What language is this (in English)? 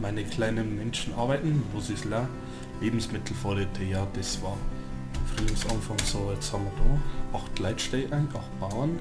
Bavarian